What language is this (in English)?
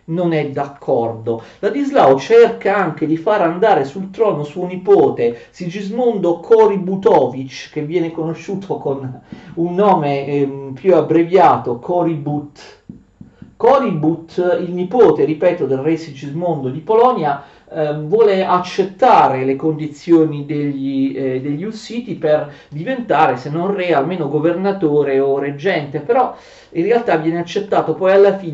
Italian